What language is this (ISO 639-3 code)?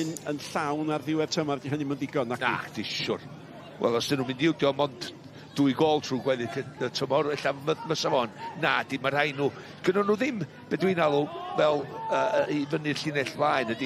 cym